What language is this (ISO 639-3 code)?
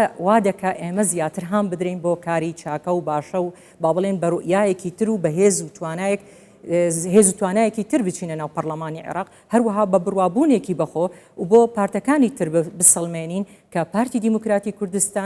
ckb